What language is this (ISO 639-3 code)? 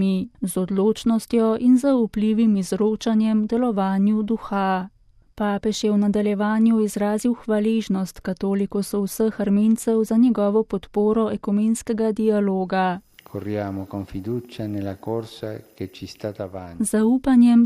slv